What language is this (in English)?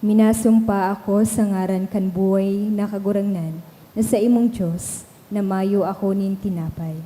Bikol